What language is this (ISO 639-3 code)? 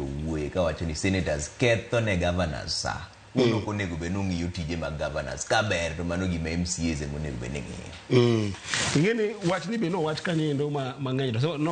luo